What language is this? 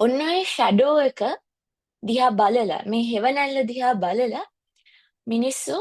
Sinhala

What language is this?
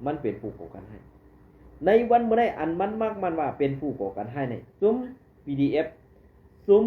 Shan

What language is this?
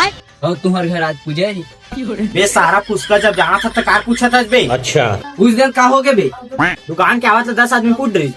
Chhattisgarhi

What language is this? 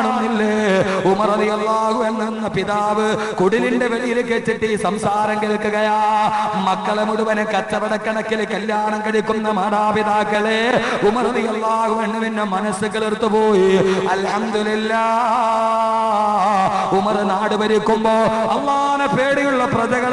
Malayalam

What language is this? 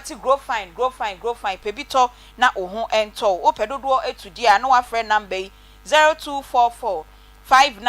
Akan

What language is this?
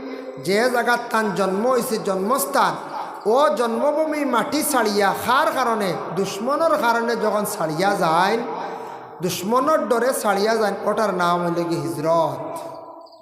Sylheti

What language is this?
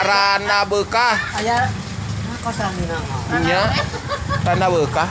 Sundanese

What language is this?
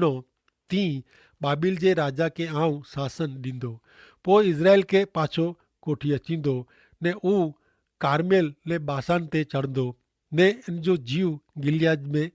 Kachhi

